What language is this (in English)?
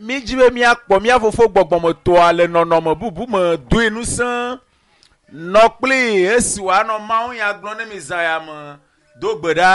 Ewe